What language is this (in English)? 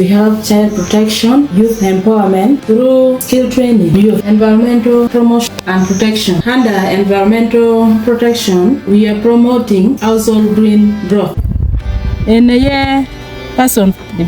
Acoli